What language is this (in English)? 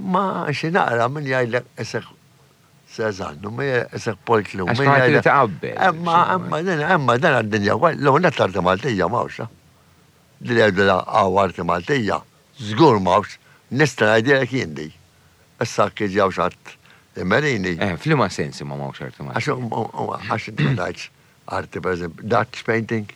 Maltese